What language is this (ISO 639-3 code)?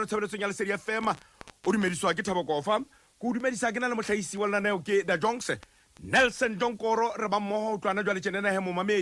sot